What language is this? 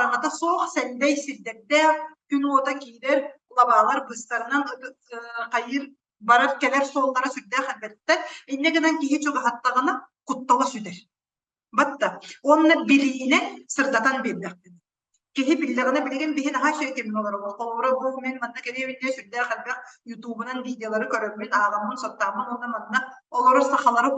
Yakut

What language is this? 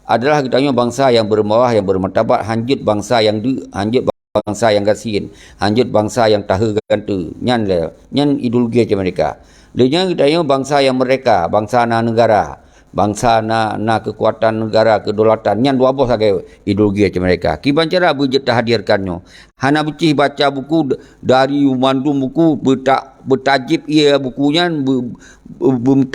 Achinese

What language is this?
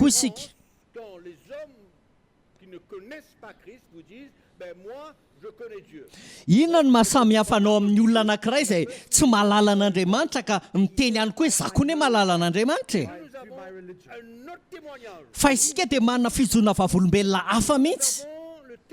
Malagasy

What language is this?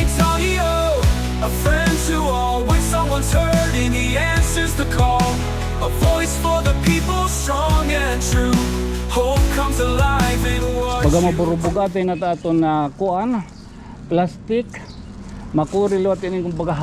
Waray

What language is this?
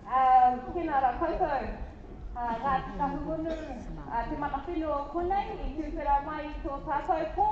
Māori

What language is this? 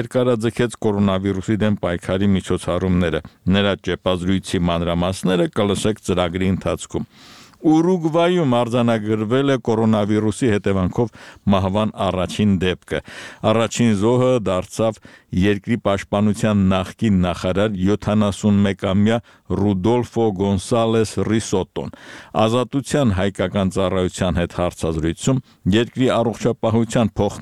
Armenian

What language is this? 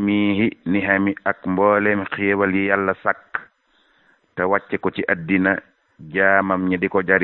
Wolof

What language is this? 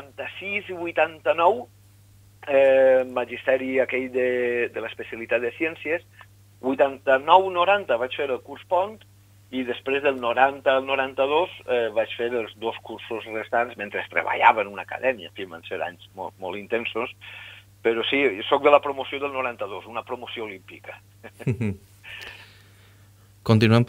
Catalan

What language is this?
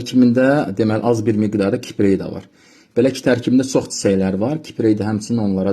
Azerbaijani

